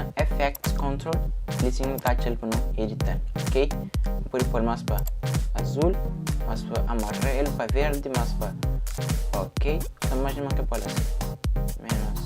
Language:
Kabuverdianu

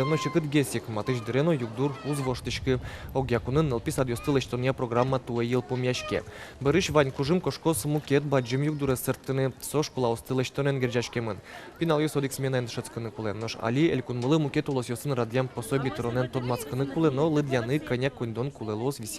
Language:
Udmurt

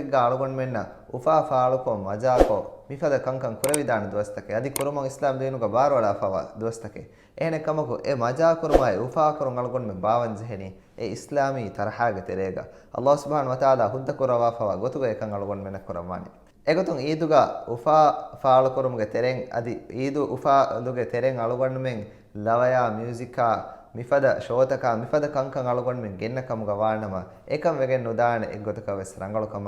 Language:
Divehi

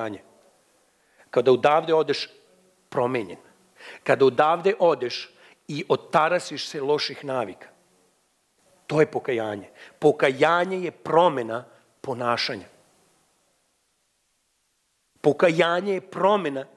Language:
Serbian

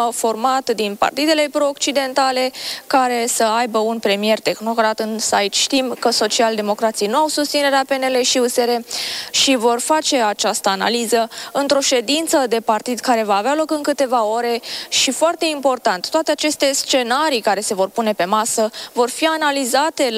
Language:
Romanian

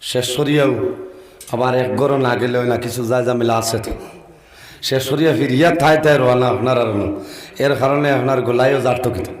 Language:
Sylheti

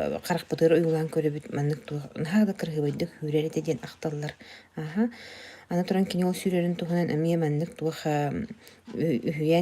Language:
Yakut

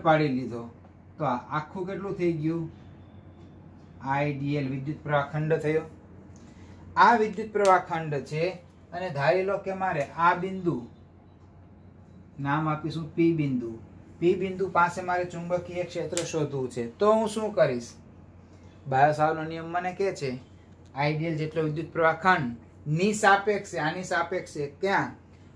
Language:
Gujarati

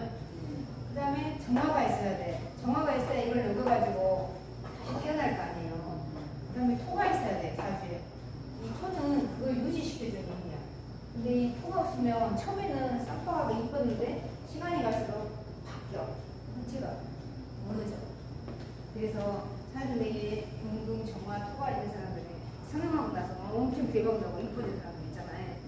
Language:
Korean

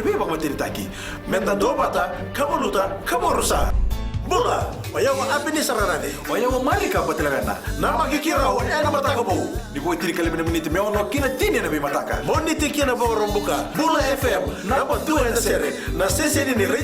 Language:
Fijian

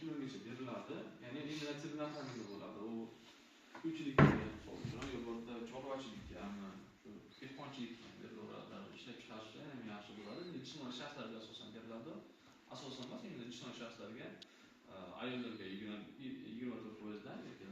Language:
Uzbek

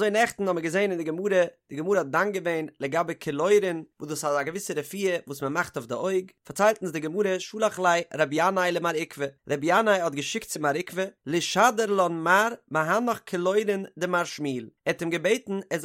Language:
Yiddish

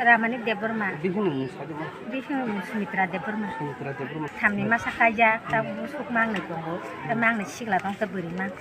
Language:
Kok Borok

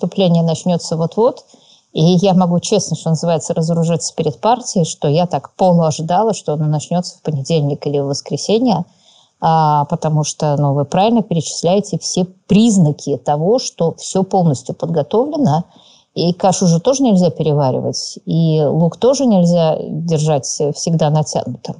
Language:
Russian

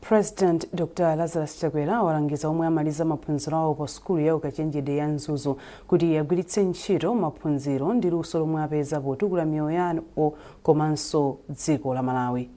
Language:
Nyanja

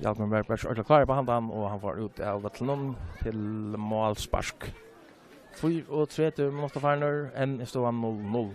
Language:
Faroese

